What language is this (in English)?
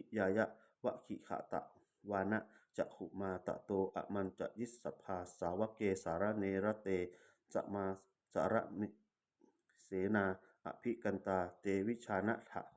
Pali